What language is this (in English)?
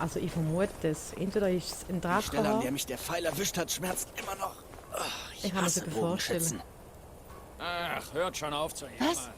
Swiss German